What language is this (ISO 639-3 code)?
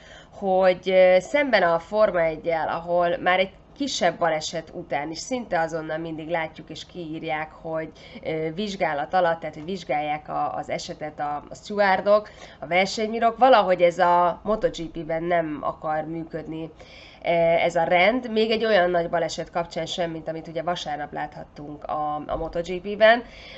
hun